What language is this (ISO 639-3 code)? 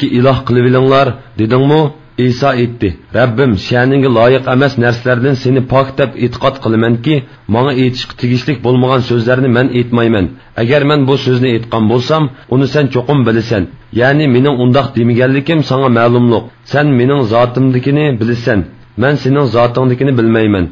uig